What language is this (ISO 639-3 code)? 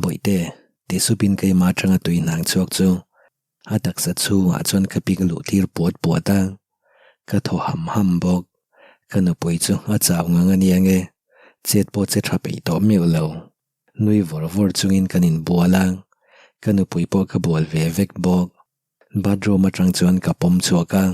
lus